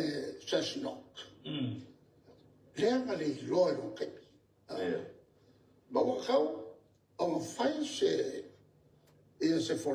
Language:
Samoan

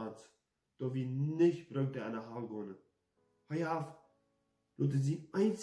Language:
Plautdietsch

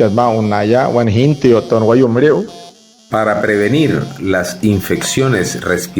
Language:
Wayuu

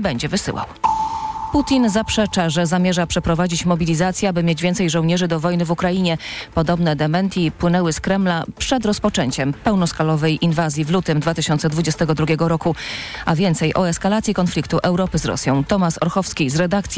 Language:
Polish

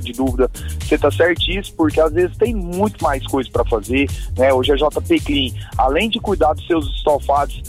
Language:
Portuguese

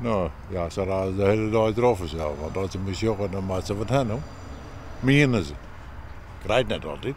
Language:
Western Frisian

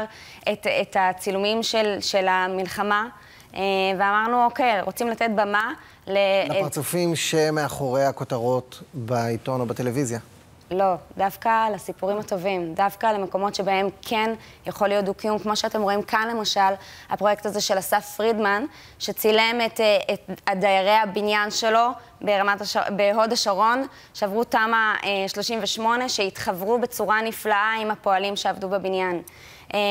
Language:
Hebrew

